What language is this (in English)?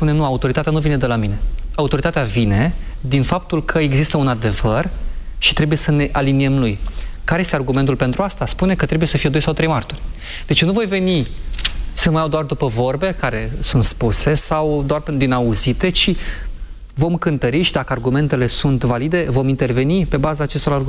Romanian